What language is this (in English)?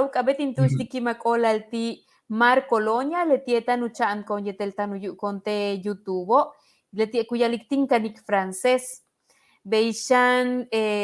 Yucateco